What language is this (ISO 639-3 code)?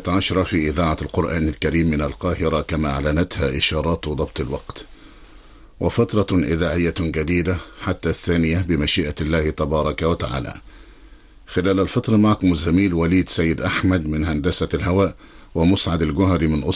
ara